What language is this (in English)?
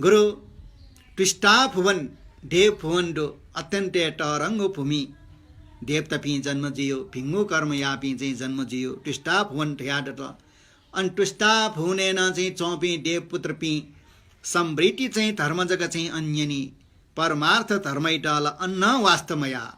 Newari